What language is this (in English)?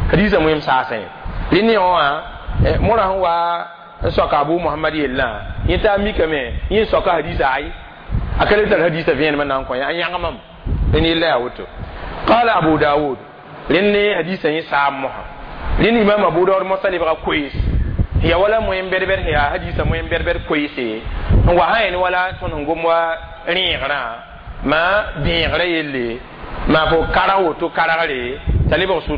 Mossi